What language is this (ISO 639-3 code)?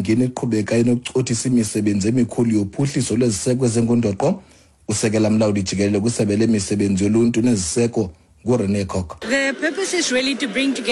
xho